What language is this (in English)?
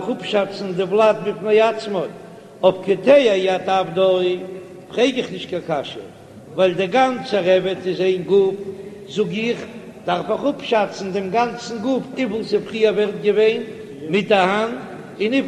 Yiddish